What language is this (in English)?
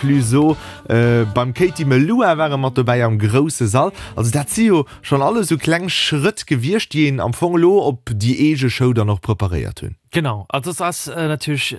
Luxembourgish